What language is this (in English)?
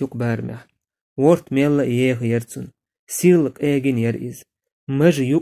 Chechen